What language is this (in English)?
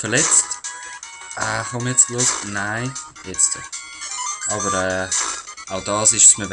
Swiss German